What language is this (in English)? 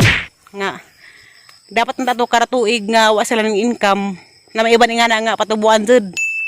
Cebuano